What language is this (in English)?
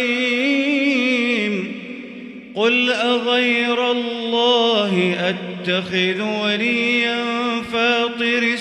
Arabic